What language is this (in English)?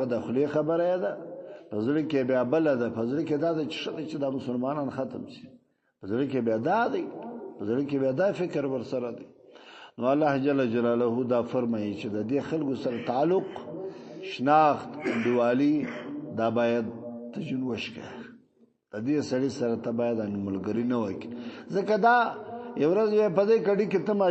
Pashto